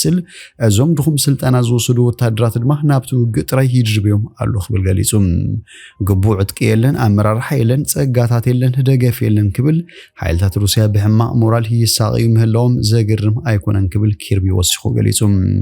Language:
Tigrinya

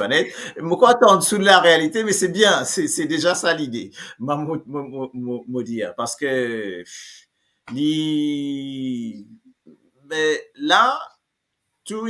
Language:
Morisyen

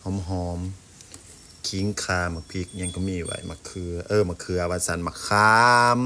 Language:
Lao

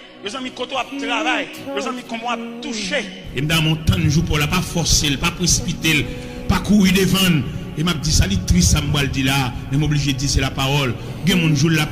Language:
Haitian Creole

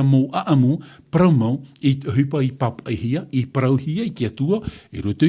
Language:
Tahitian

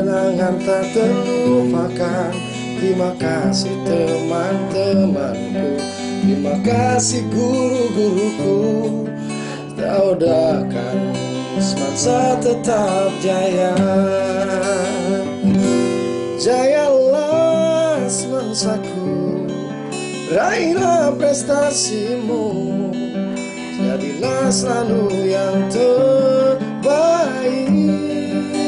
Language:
Indonesian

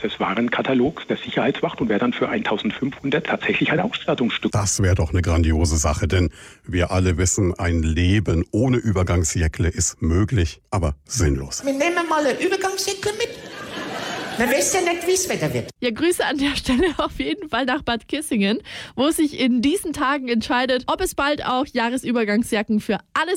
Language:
German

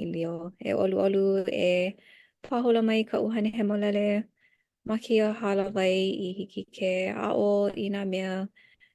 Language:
Hawaiian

